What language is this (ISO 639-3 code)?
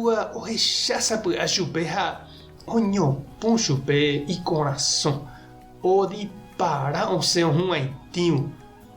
grn